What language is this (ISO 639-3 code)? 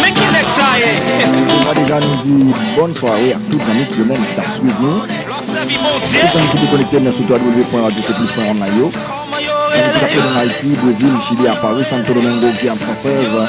hat